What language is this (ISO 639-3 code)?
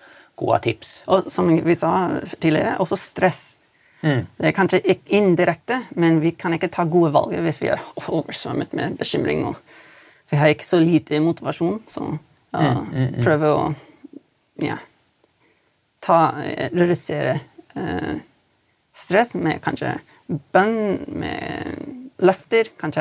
nor